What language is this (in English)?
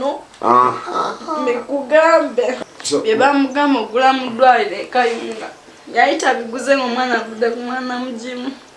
Ganda